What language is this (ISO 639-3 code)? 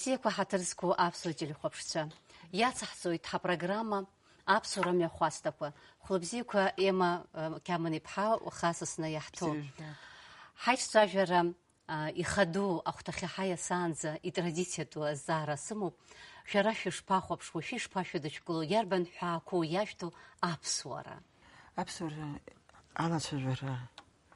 abk